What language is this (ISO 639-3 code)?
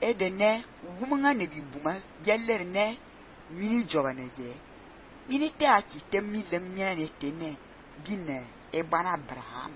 fan